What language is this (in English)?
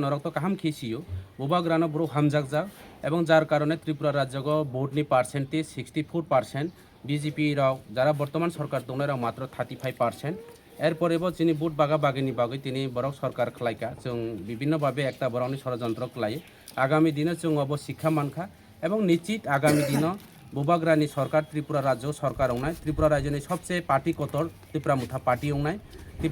Kok Borok